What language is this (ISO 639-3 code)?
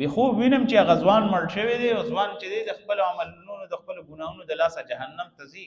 pus